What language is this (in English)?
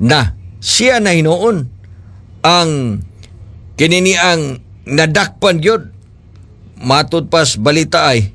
Cebuano